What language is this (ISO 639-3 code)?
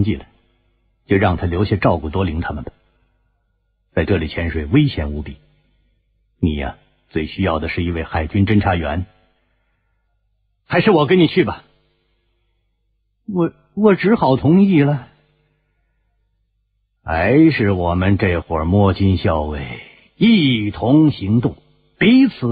zho